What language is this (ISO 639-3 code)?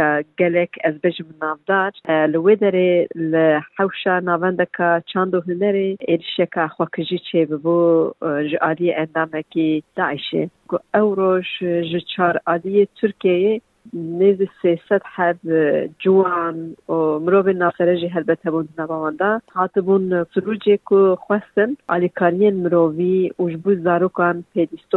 kur